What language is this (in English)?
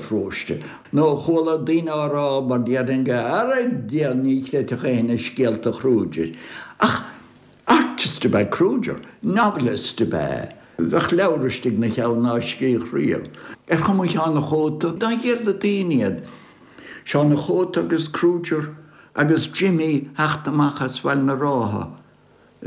Irish